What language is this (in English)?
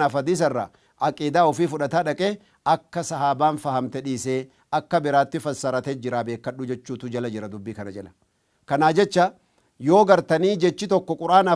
Oromo